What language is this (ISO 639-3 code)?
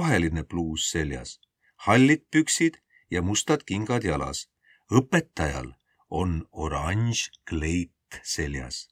est